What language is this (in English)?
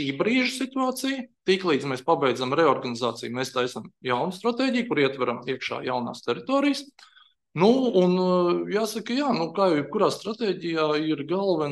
Latvian